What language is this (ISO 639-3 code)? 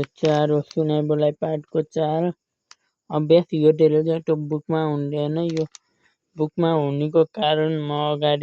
nep